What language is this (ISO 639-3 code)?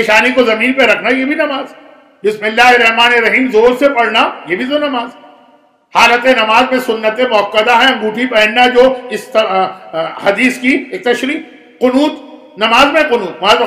urd